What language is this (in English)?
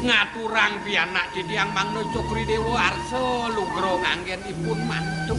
Balinese